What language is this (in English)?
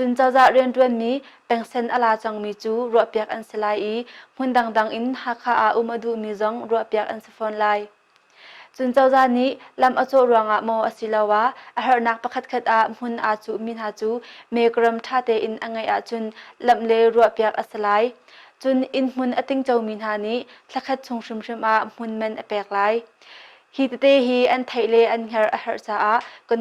Hakha Chin